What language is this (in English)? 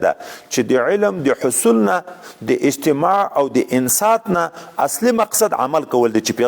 Pashto